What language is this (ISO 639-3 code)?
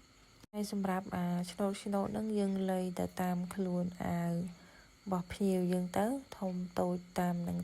khm